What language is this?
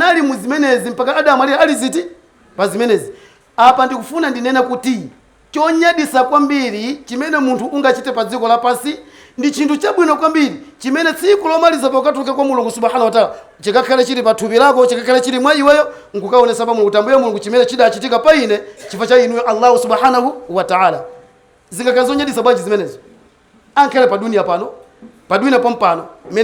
Nyanja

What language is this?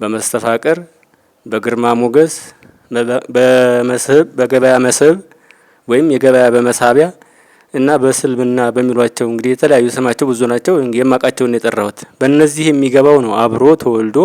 Amharic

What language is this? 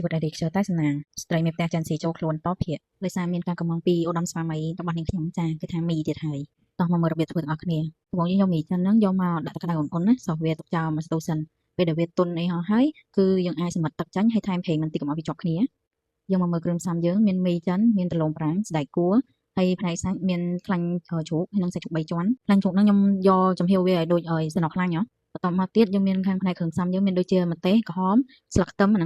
Khmer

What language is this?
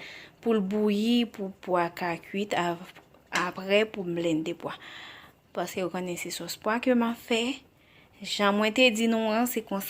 Haitian Creole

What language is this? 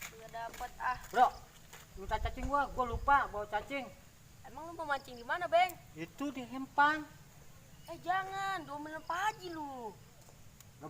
Betawi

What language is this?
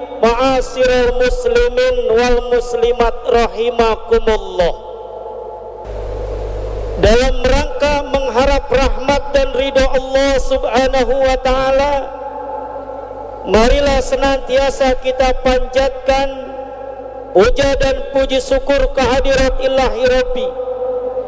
Indonesian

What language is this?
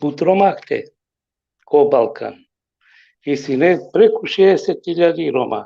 Balkan Romani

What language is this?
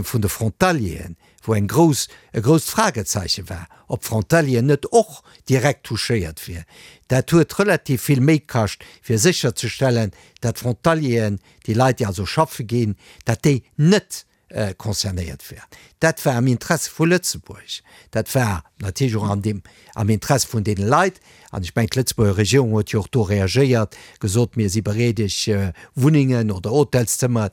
Luxembourgish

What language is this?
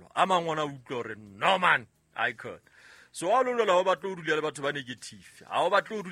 Southern Sotho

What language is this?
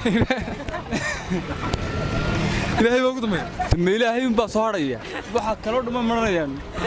Somali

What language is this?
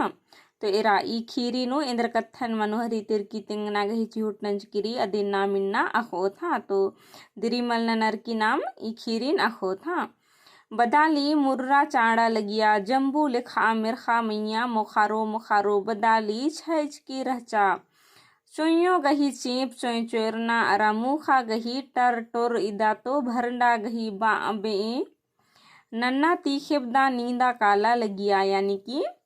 Kurukh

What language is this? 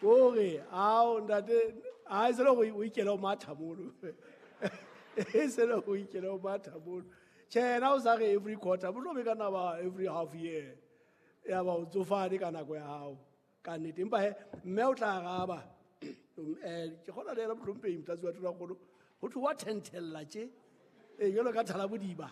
Southern Sotho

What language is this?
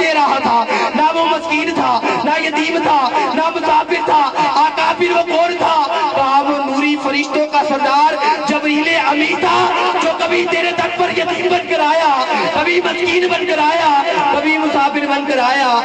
Urdu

